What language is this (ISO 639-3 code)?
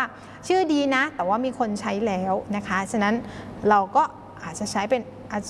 tha